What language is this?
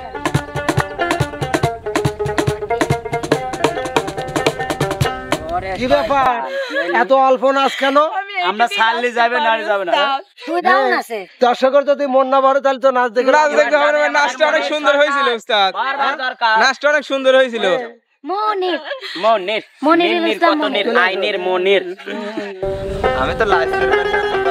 Bangla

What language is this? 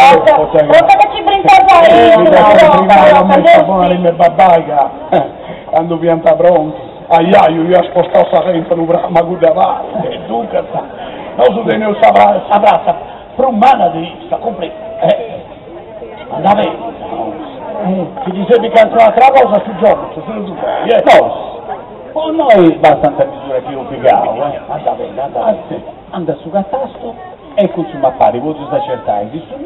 Sardinian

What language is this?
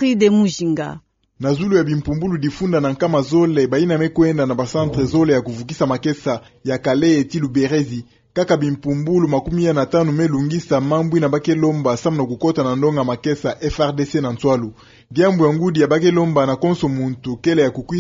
Kituba (Democratic Republic of Congo)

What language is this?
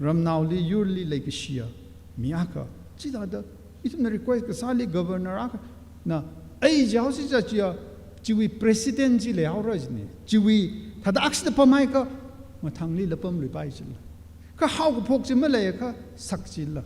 Tangkhul Naga (India)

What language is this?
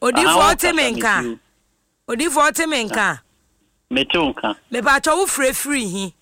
Akan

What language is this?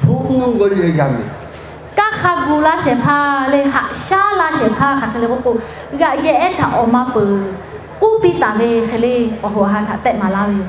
Lahu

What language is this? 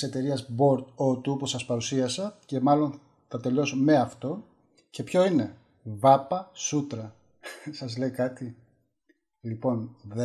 Greek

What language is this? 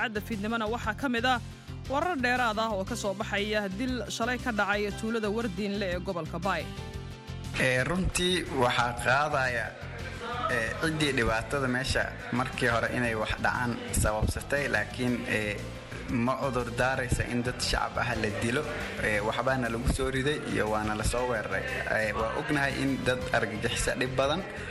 Somali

